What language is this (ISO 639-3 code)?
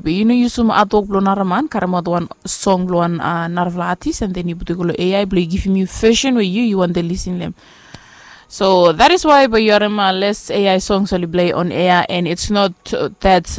bis